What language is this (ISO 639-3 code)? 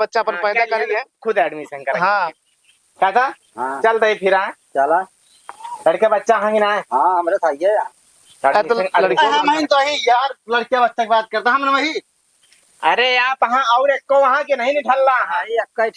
awa